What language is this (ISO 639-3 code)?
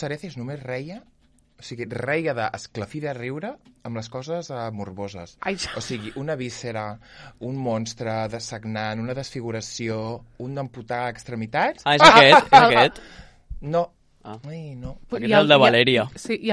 cat